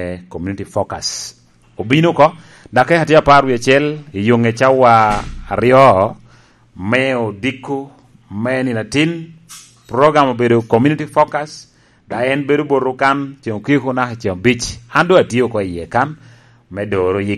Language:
Lango (Uganda)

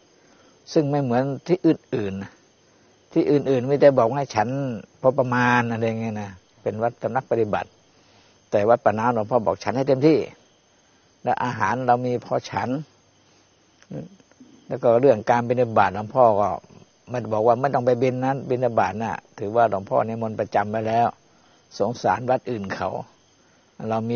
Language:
Thai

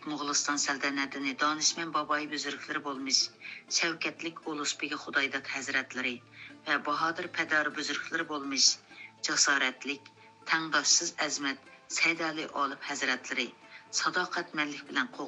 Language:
Uyghur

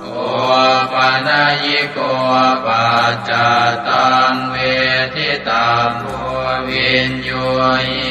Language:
Pali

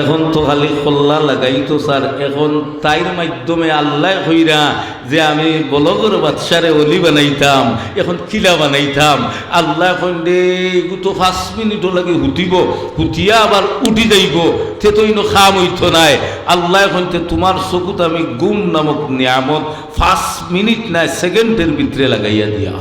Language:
Sylheti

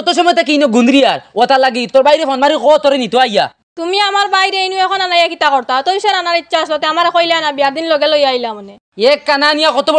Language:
Sylheti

